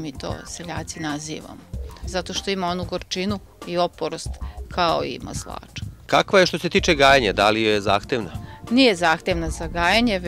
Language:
Serbian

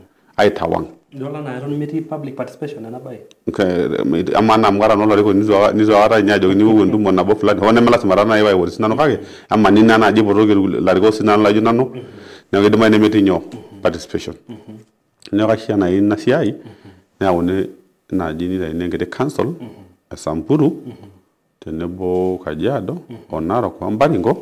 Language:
Masai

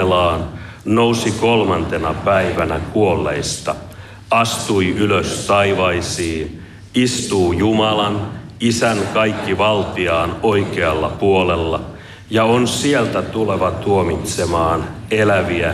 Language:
Finnish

